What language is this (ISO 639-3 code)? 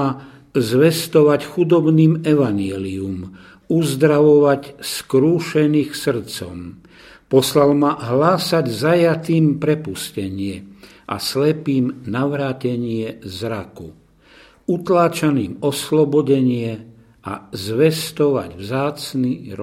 slk